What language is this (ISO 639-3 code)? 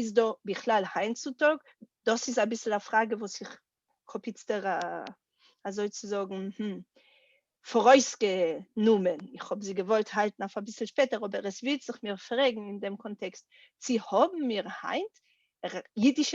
yid